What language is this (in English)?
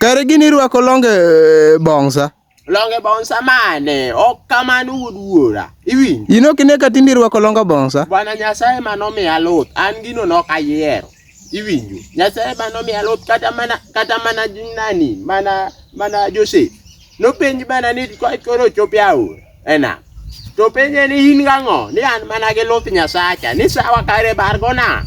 Luo (Kenya and Tanzania)